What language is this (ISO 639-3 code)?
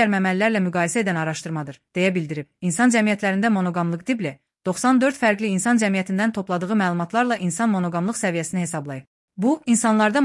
aze